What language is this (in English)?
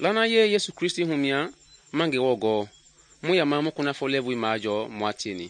Mende